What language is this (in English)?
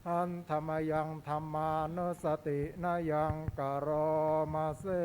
Pali